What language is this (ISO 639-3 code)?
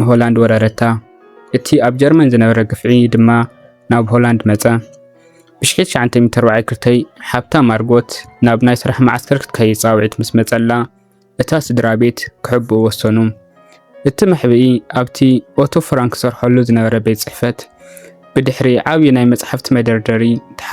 tir